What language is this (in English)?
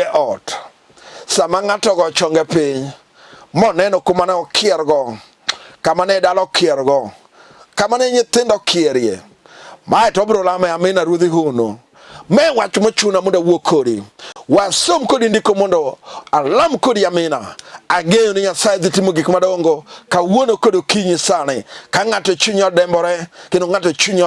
Luo (Kenya and Tanzania)